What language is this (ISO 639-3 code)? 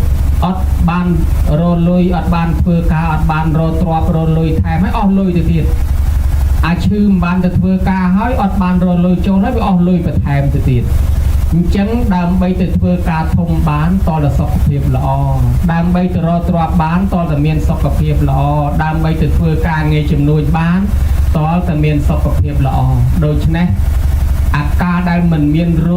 khm